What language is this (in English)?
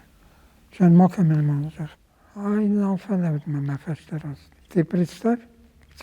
Ossetic